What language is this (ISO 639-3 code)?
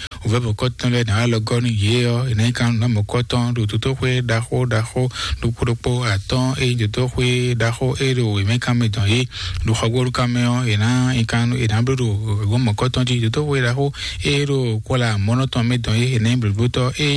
fon